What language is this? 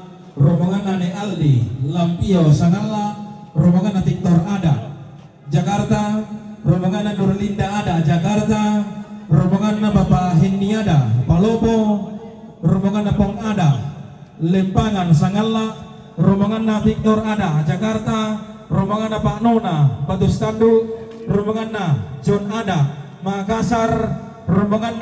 Toraja-Sa'dan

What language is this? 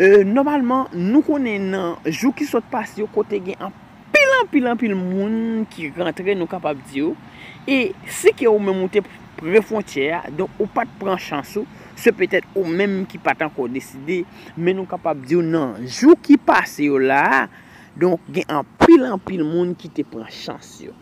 Haitian Creole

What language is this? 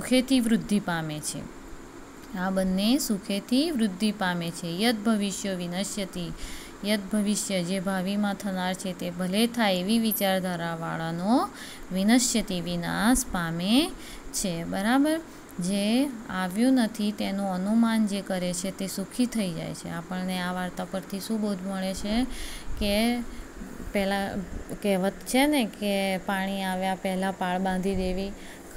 Gujarati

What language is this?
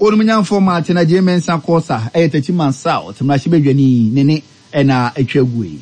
Akan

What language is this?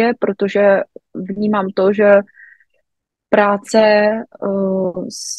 Czech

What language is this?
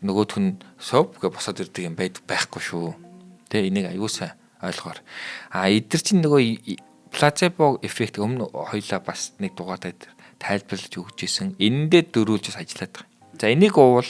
Mongolian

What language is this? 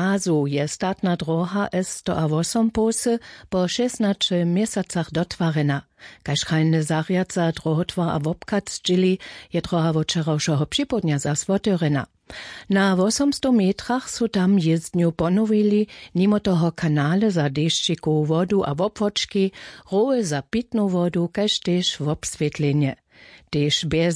Upper Sorbian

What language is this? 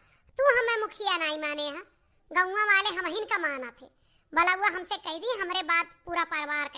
Awadhi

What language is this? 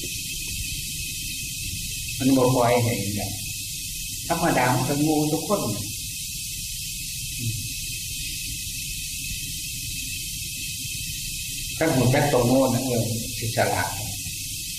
Thai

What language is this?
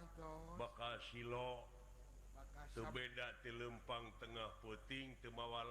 Sundanese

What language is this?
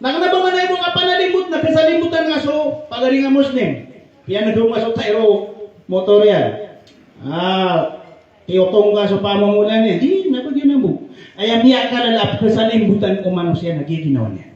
Maranao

